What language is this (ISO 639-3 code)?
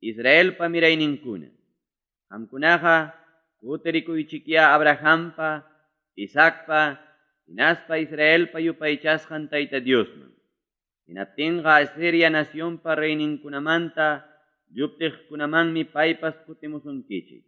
quy